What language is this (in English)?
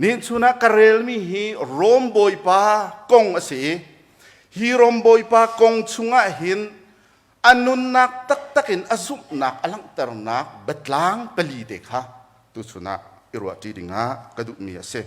Hakha Chin